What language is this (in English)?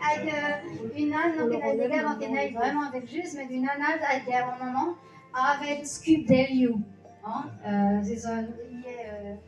Breton